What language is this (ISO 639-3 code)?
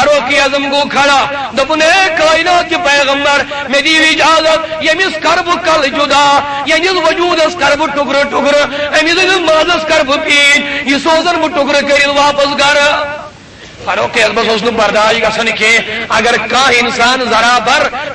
kas